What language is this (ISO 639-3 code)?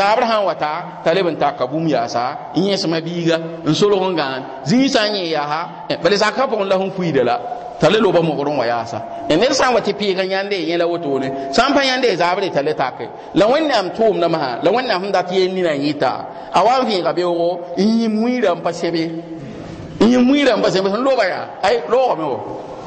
mos